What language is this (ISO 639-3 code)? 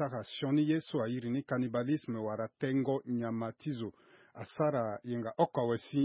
sag